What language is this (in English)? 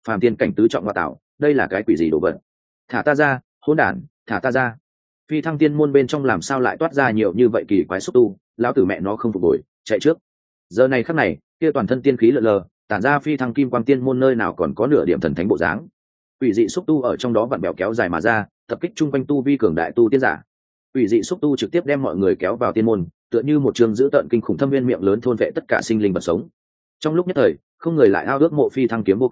Vietnamese